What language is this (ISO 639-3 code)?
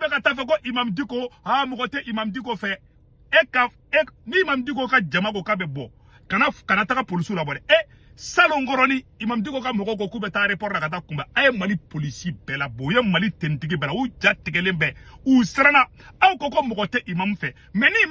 bam